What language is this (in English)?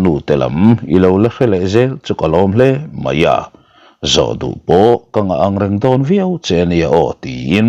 Mizo